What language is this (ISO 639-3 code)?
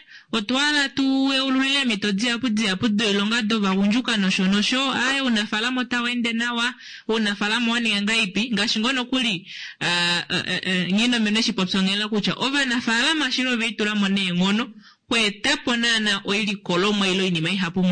kua